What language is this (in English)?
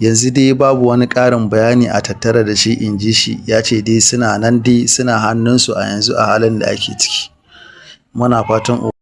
Hausa